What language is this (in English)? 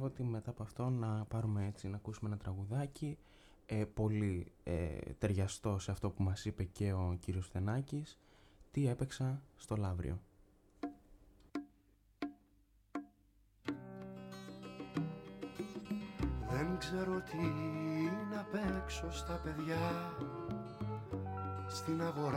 Greek